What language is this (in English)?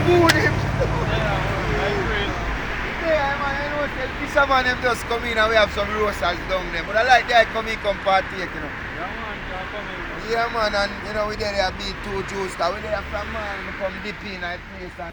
Jamaican Creole English